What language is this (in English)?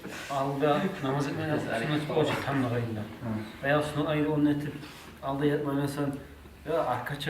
Kumyk